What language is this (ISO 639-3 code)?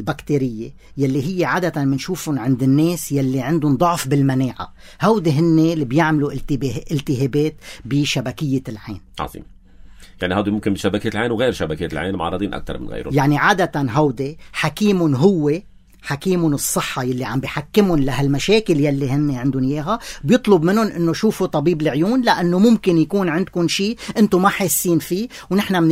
apc